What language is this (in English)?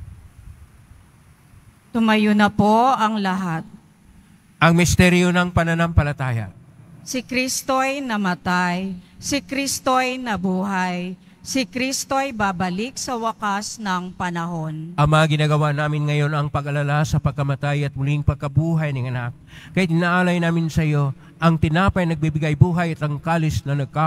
Filipino